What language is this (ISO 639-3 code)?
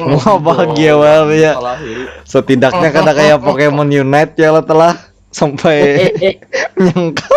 bjn